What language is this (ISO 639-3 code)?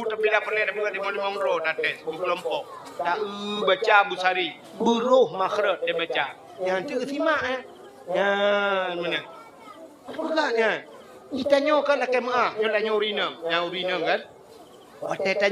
ace